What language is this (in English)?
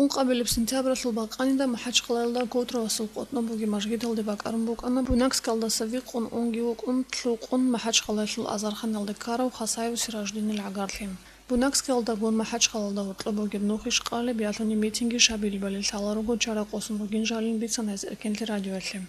Avaric